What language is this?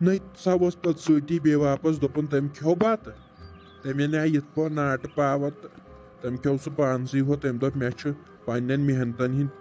Kashmiri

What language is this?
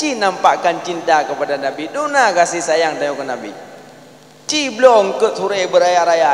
Achinese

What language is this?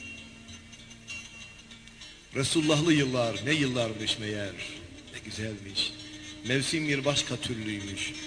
Turkish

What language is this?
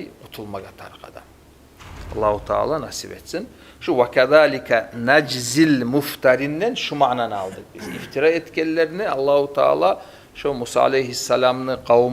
Kumyk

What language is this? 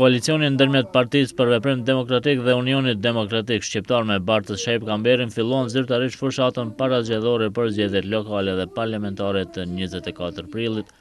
Albanian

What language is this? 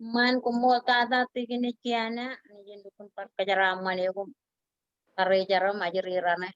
Marshallese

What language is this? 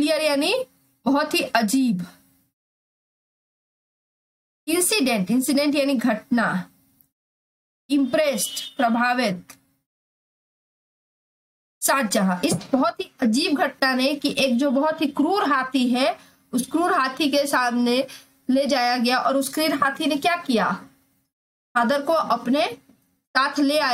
Hindi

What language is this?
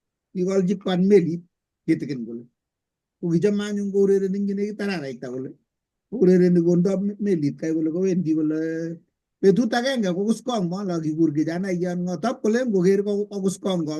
Kalenjin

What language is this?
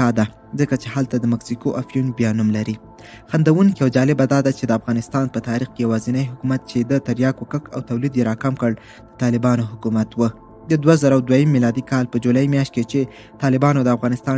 Pashto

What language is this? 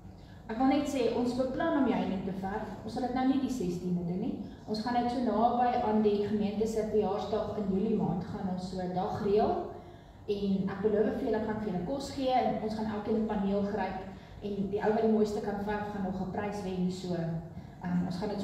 Afrikaans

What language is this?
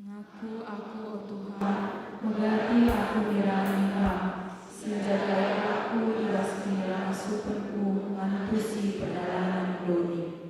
Batak Karo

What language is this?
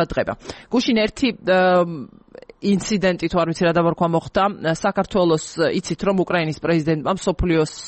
Georgian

